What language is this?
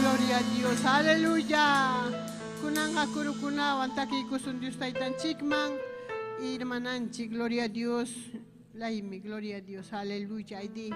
Ayacucho Quechua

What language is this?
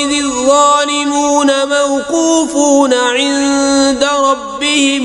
Kashmiri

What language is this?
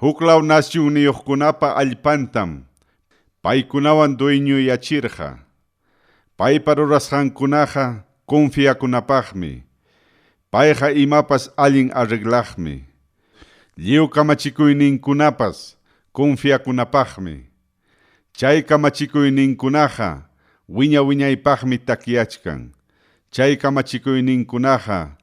Ayacucho Quechua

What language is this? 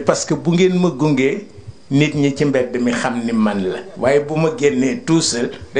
Wolof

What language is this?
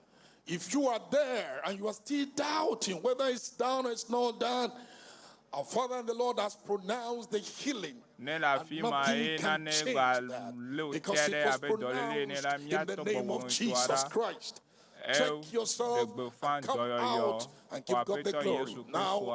Ewe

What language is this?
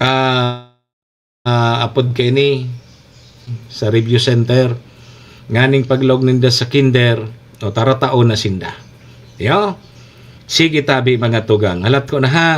Bikol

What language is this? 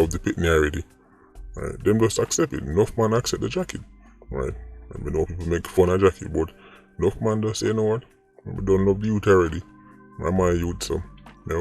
Jamaican Creole English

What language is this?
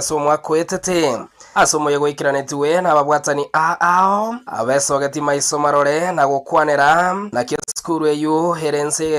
Gusii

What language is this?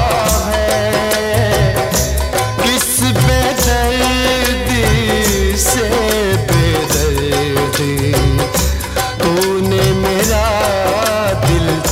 Hindi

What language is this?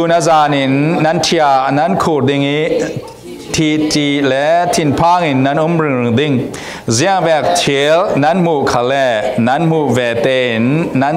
Falam Chin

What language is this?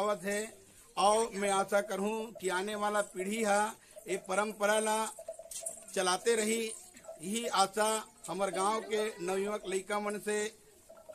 Chhattisgarhi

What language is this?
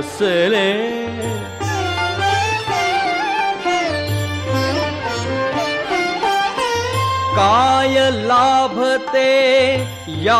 Marathi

